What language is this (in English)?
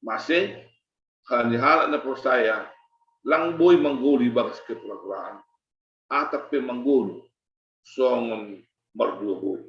Batak Simalungun